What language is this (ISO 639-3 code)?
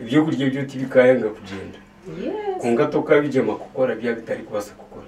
nyn